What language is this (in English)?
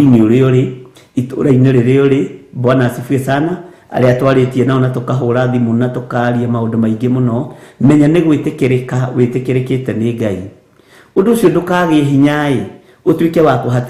Kikuyu